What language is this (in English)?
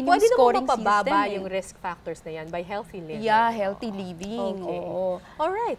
Filipino